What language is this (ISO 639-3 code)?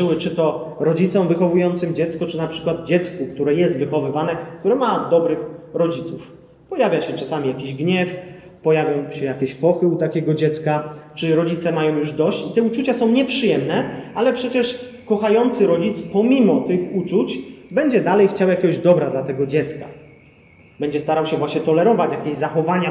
pol